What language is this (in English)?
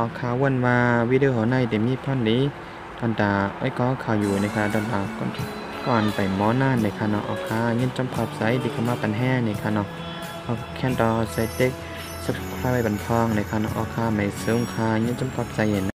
Shan